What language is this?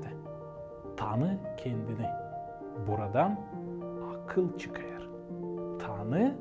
Gagauz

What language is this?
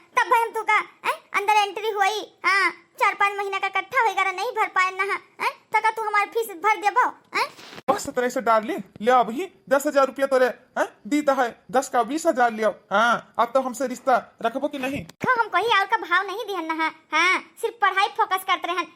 Awadhi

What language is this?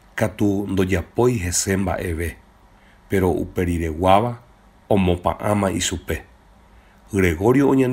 Guarani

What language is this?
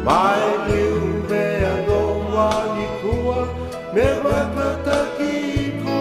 Fijian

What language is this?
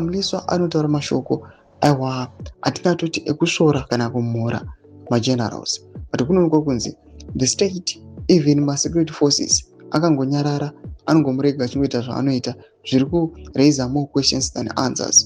Shona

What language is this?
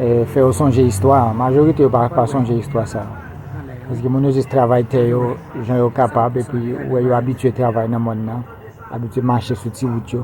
Haitian Creole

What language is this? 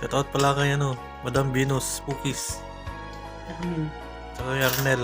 Iloko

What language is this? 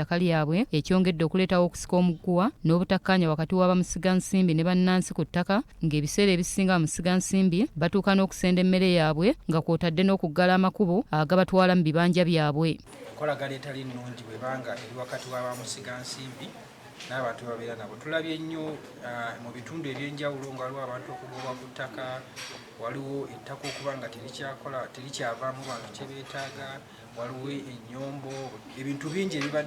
Ganda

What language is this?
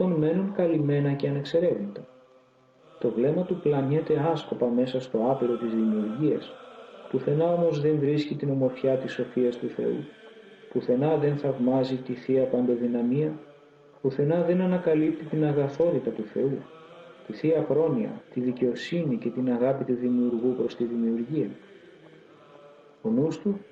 Greek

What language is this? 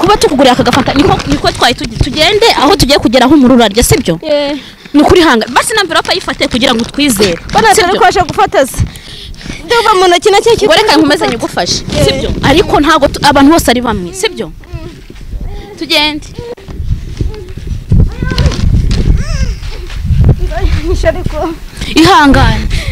Kinyarwanda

